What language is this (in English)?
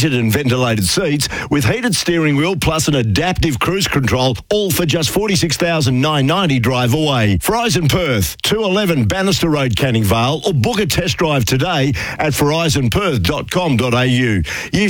English